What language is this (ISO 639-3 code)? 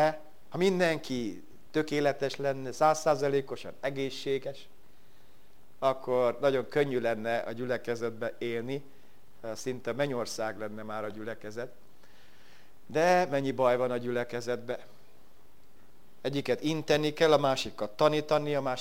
hun